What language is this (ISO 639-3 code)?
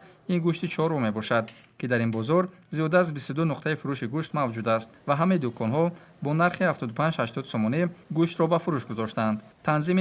tgk